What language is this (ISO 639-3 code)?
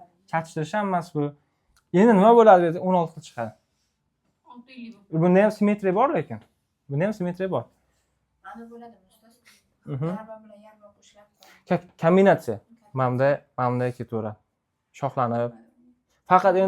uzb